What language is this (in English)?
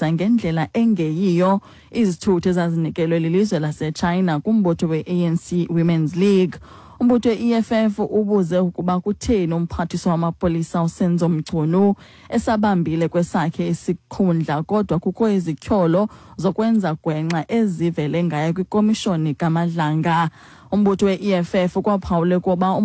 Xhosa